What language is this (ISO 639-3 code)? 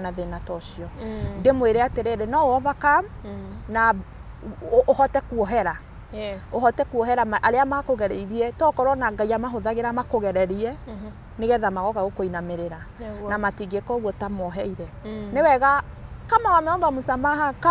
kik